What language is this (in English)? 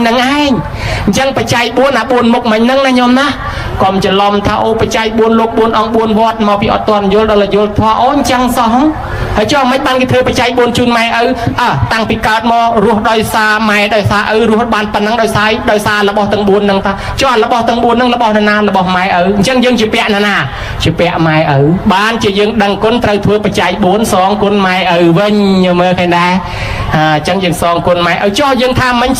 Khmer